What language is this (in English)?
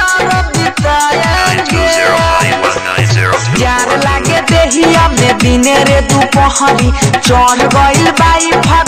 Bhojpuri